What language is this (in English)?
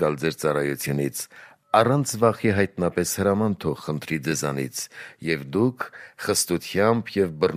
Armenian